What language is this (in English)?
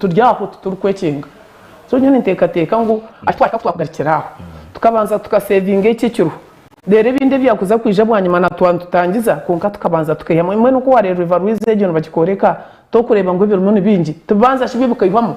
Nyankole